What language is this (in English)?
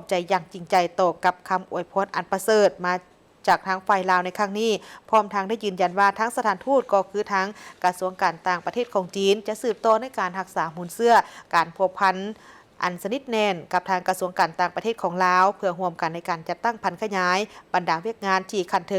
Lao